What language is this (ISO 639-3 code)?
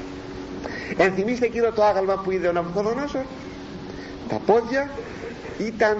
ell